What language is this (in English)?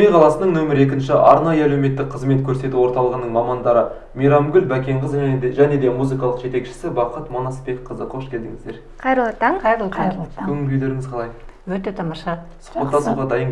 Kazakh